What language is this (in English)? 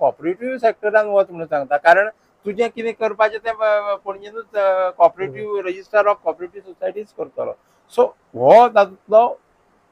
Konkani